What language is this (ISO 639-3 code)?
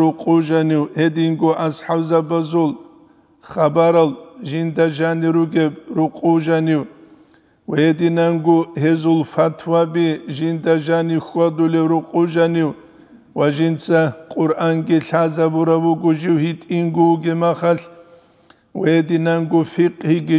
ava